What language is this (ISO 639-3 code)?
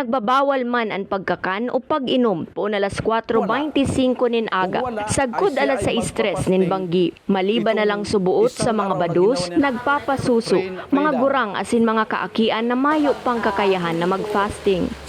bik